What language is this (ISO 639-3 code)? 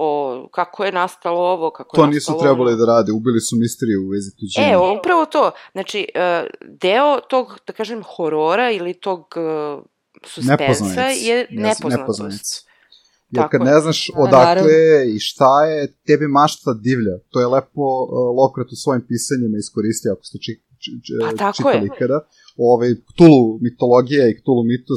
srp